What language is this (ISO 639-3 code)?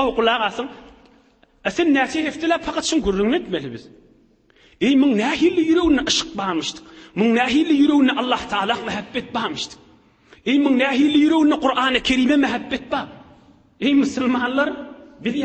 tuk